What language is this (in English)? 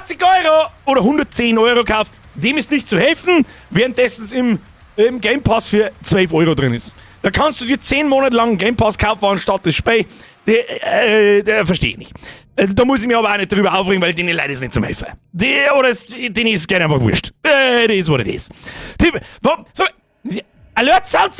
Bavarian